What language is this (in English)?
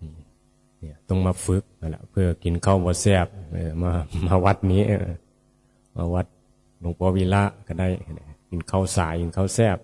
Northeastern Thai